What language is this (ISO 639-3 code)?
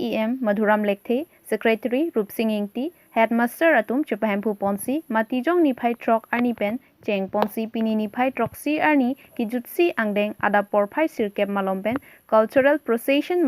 mjw